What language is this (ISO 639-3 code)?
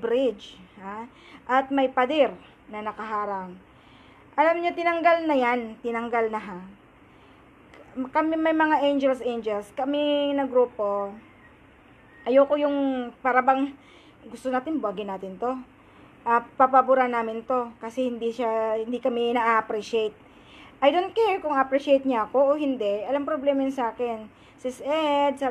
fil